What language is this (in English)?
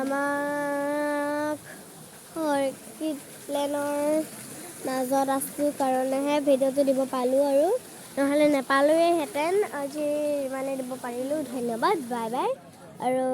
Assamese